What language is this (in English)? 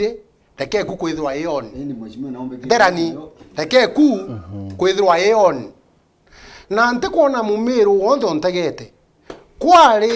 Meru